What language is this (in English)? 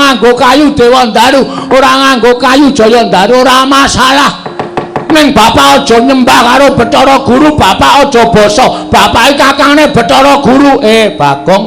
Javanese